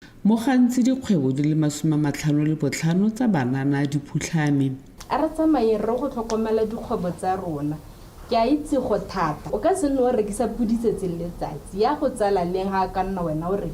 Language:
Tswana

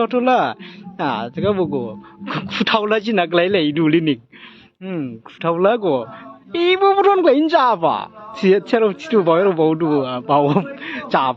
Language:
Dimasa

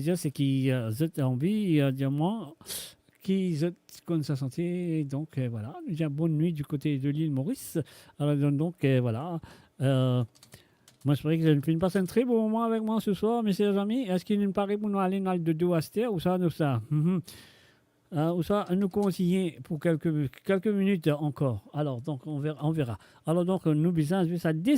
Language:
Morisyen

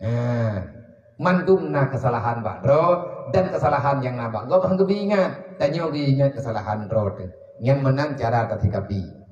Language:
Achinese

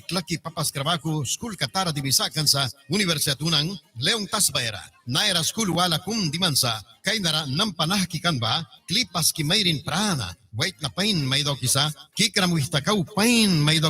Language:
Mískito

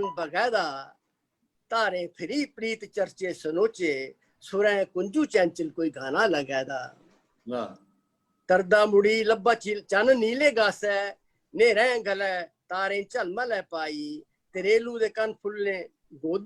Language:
Dogri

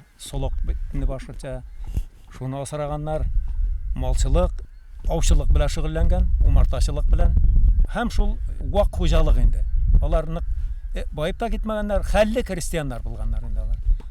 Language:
Bashkir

